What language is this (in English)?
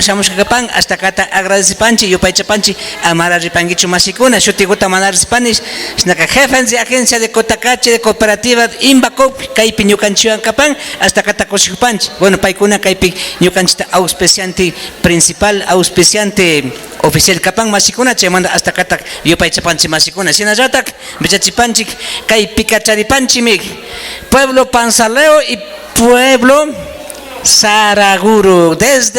Imbabura Highland Quichua